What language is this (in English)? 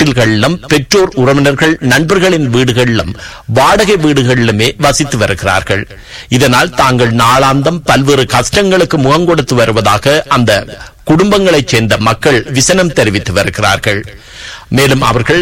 Tamil